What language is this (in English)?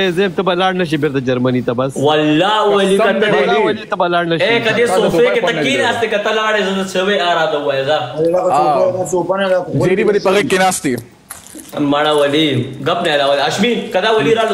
Pashto